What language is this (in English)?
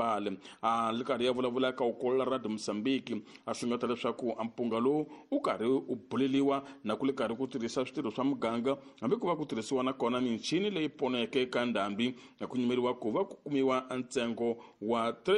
Tsonga